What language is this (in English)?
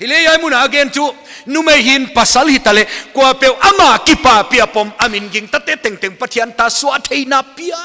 Paite Chin